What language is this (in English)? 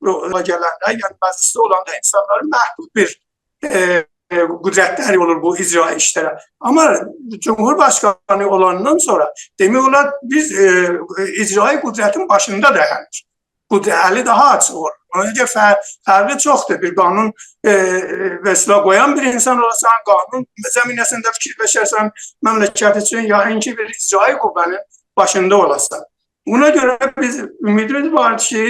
South Azerbaijani